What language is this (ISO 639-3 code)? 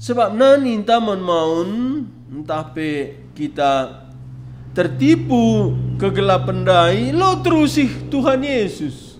btx